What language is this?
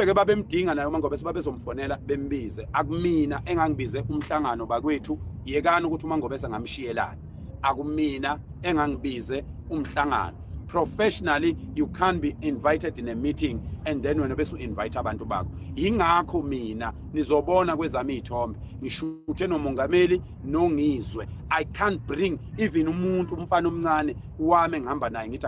Zulu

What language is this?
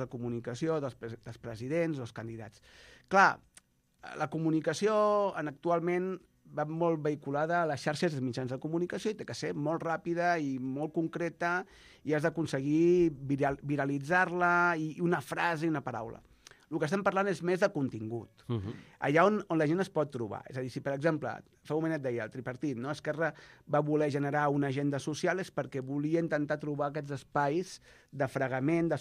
Catalan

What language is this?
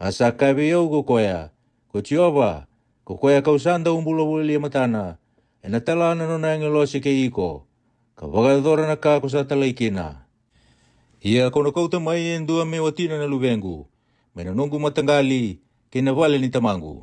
Fijian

